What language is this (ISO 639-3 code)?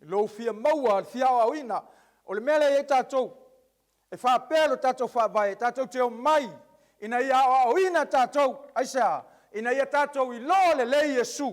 smo